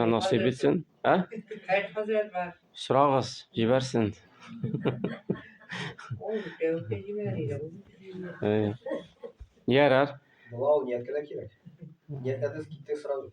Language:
Tatar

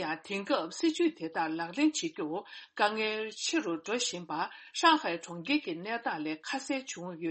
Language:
Tibetan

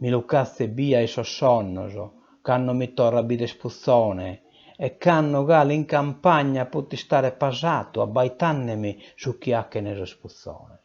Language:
Sardinian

